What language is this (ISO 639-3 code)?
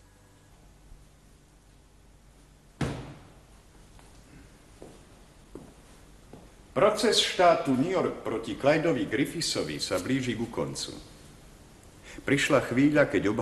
slk